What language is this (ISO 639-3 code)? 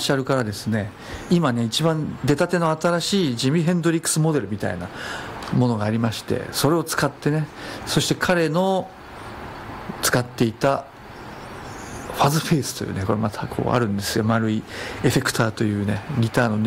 jpn